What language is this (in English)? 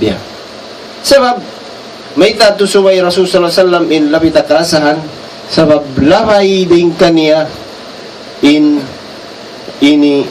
Tausug